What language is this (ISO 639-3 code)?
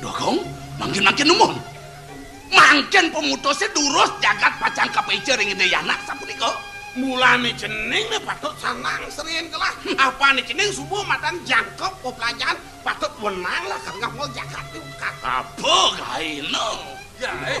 ban